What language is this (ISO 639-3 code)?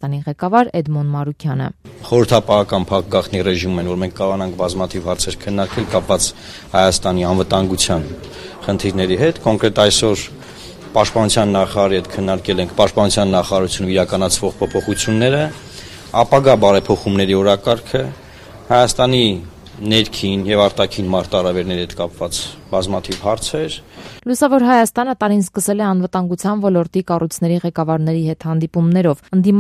hye